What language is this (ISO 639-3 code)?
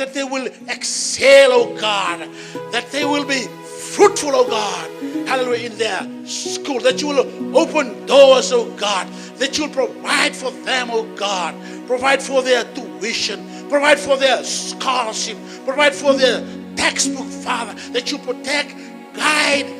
fij